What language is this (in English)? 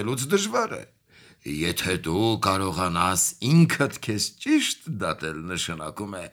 Armenian